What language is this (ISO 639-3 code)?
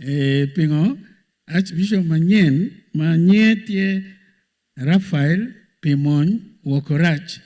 ach